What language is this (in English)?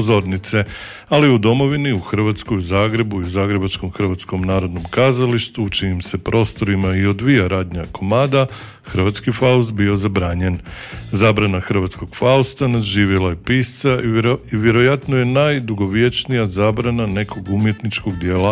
Croatian